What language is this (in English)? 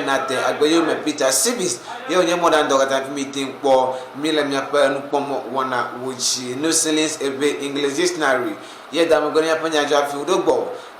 Ewe